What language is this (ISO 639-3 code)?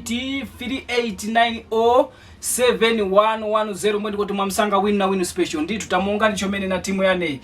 tum